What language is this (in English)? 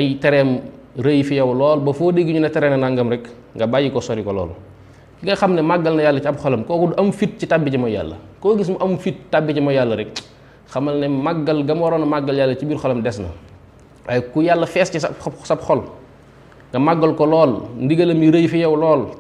Wolof